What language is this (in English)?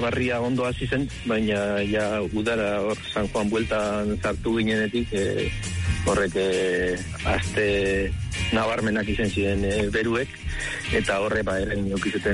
Basque